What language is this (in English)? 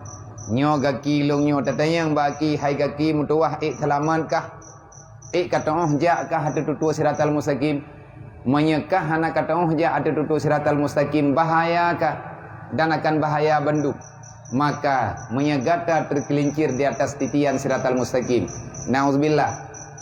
Achinese